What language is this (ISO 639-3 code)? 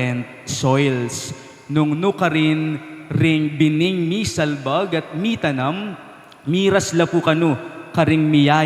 pam